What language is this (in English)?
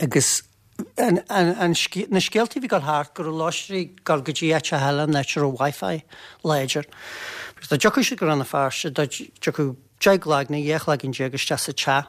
Irish